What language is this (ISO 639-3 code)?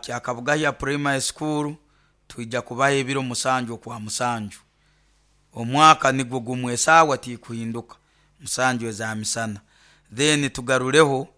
nyn